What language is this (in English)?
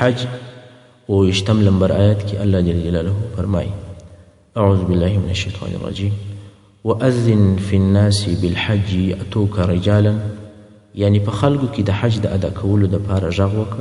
Pashto